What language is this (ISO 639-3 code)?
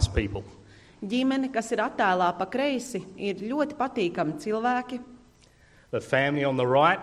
lav